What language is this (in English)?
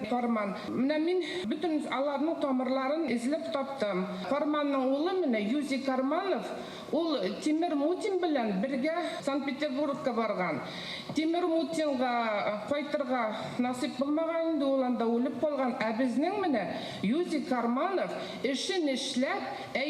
Bashkir